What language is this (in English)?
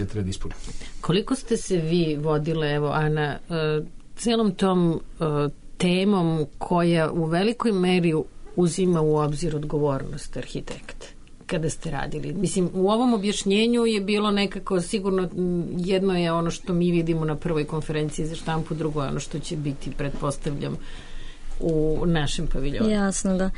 Serbian